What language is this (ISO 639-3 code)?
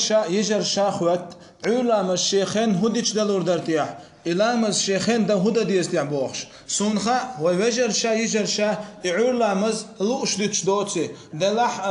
che